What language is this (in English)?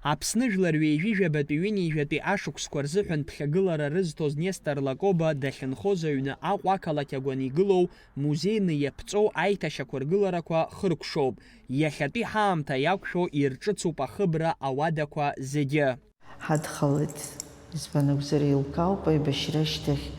Abkhazian